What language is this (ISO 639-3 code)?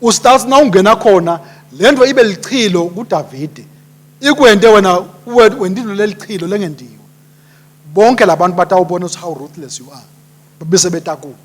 ssw